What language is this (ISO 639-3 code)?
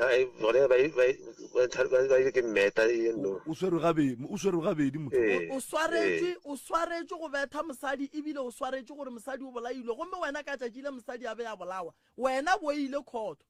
nso